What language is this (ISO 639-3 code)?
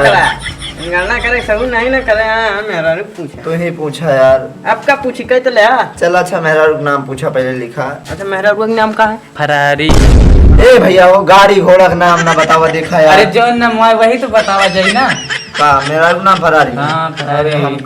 awa